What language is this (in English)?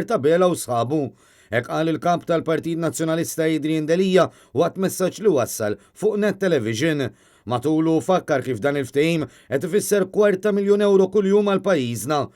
Maltese